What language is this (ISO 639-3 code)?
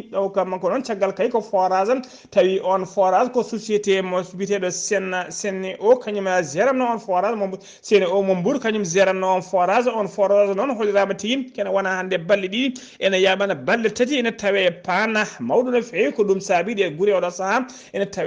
ful